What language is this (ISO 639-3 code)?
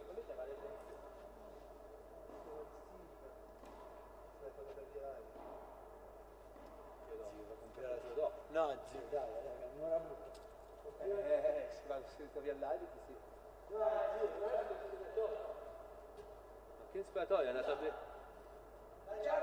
ita